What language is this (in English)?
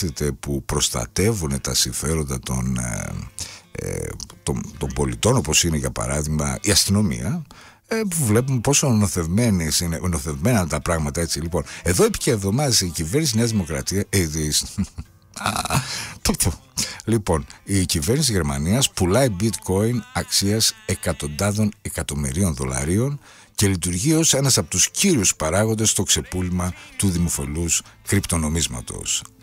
Greek